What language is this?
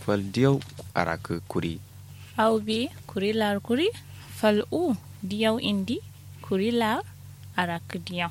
Kanuri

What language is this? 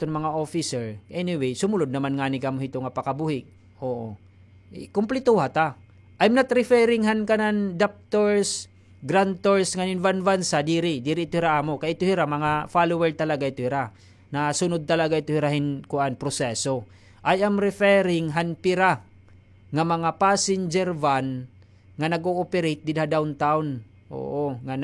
Waray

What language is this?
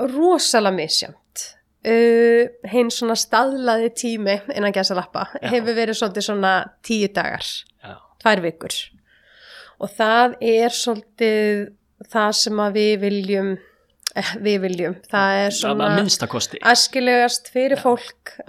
Icelandic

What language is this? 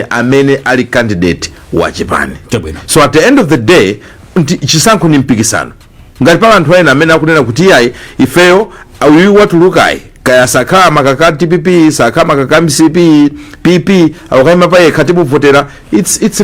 Nyanja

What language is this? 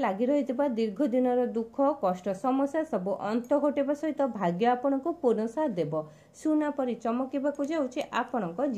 Odia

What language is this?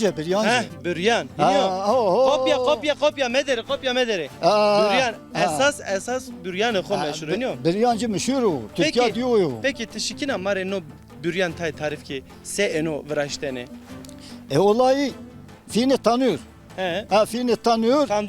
Zaza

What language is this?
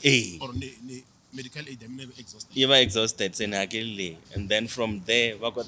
Tsonga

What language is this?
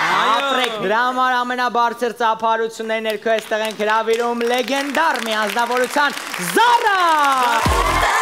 Armenian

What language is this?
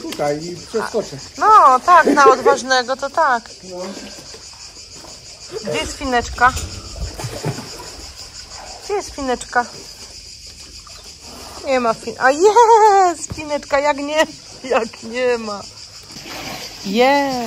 Polish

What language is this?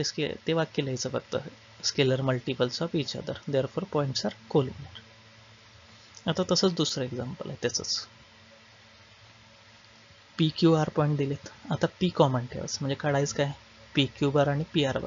Marathi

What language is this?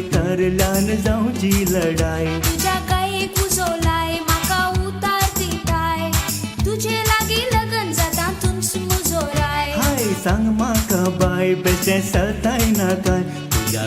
Konkani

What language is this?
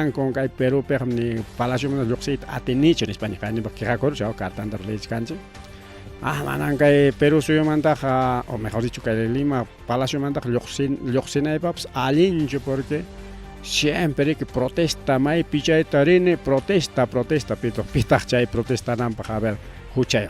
Ayacucho Quechua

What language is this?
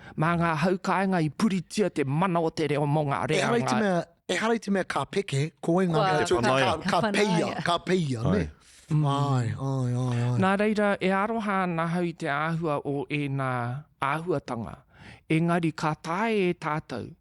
Māori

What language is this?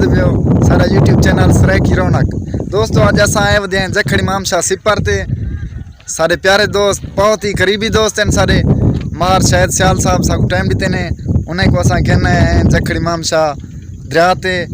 Saraiki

